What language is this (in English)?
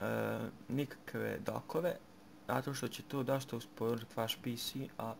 Bosnian